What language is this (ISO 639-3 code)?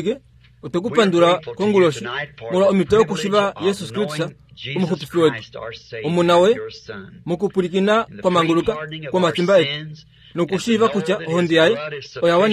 kua